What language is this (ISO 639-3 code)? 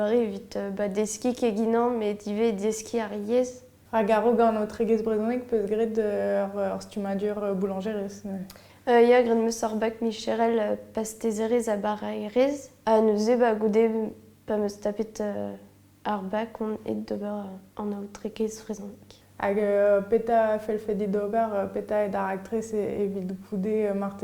bre